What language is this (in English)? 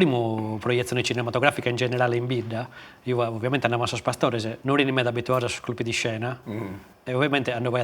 Sardinian